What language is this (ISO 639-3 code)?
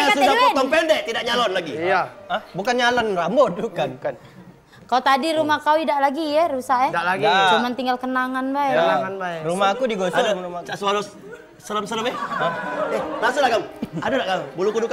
mui